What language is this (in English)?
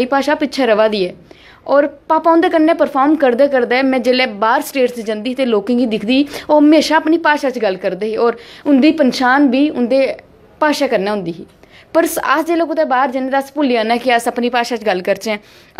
Dogri